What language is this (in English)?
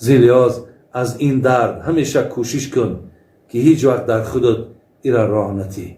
Tajik